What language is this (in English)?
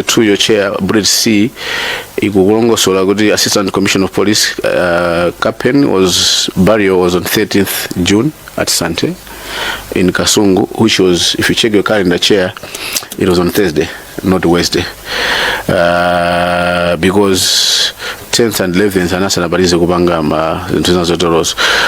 Nyanja